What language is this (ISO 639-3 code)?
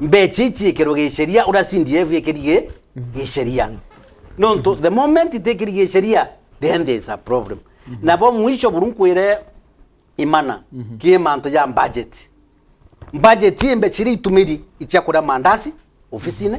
mer